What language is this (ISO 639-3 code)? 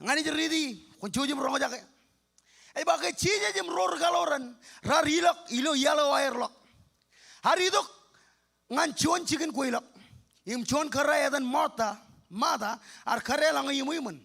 mah